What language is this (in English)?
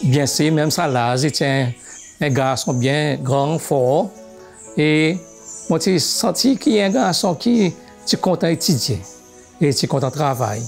Seselwa Creole French